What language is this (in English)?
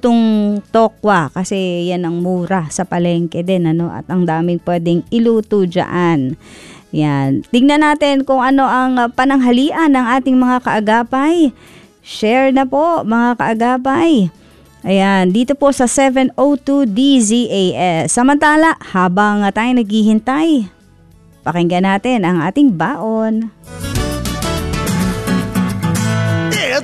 Filipino